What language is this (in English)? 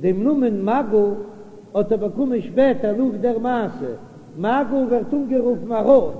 Yiddish